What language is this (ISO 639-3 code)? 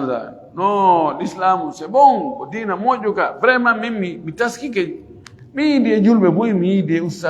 ful